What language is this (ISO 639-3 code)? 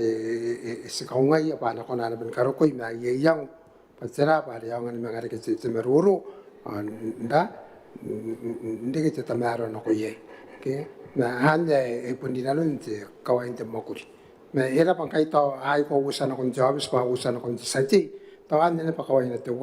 gil